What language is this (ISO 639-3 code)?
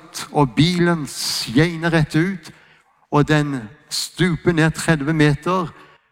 nor